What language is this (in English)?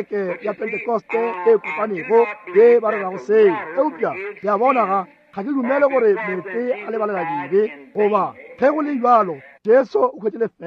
Northern Sotho